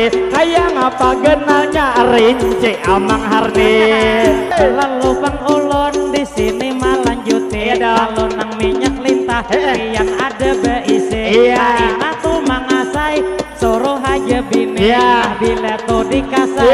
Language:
Banjar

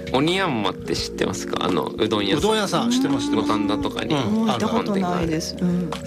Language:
Japanese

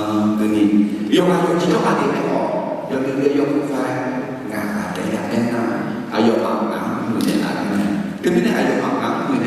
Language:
Akha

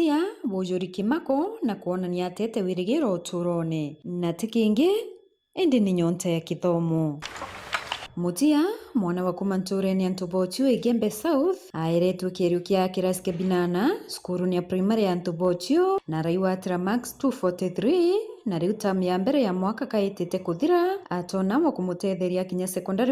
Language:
Meru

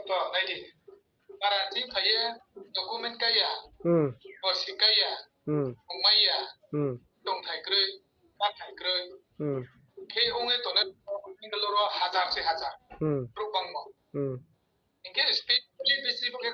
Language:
Riang (India)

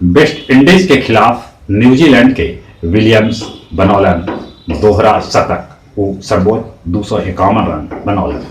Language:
Magahi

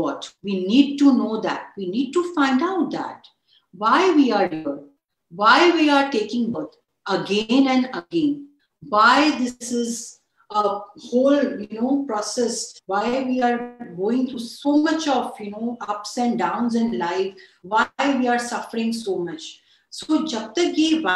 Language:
English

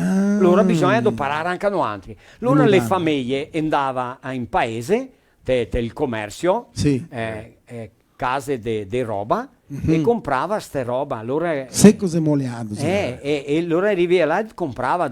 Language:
Venetian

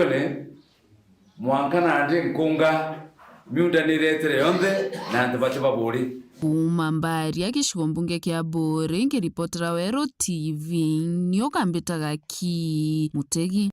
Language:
Meru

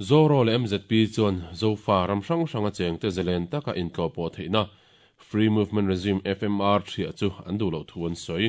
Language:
Mizo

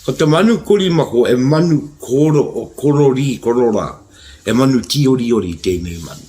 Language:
Māori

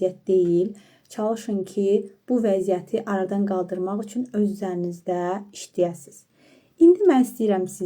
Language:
Azerbaijani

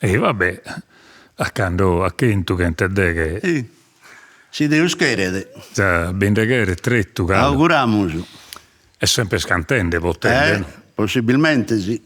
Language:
Sardinian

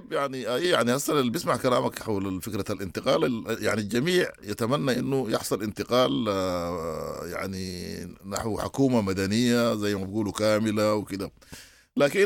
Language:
Sudanese Arabic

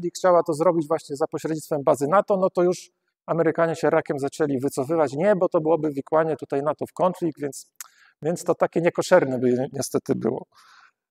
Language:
Polish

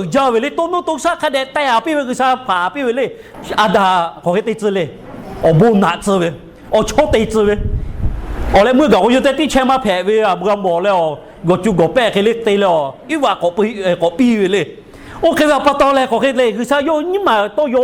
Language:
Lahu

